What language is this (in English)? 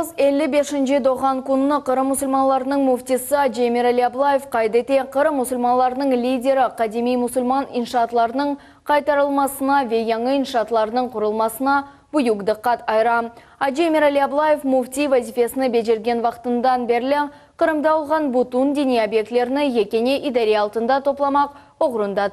Crimean Tatar